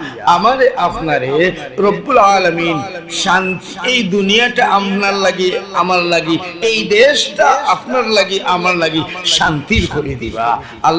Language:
Sylheti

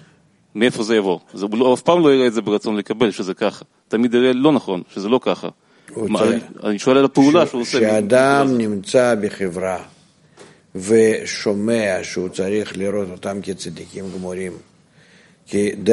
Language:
Hebrew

